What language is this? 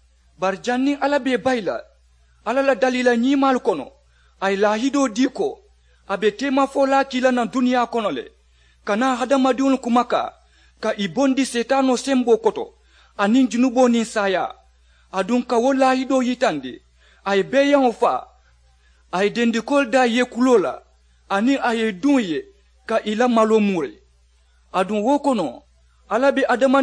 Mandingo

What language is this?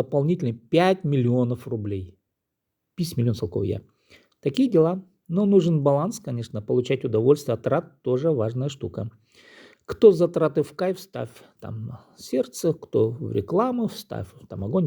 Khakas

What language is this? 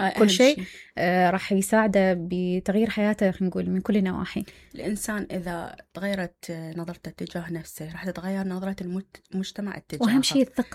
Mesopotamian Arabic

